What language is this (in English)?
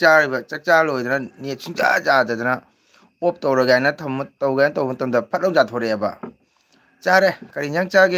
Manipuri